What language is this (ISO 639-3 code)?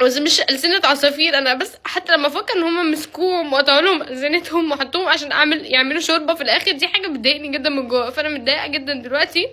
arz